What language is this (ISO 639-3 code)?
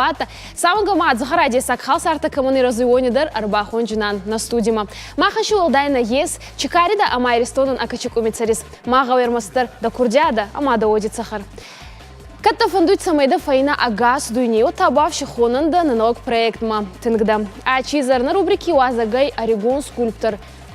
oss